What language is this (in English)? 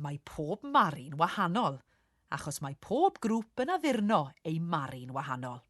Welsh